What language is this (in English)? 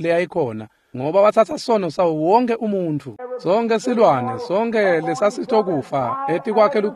Swati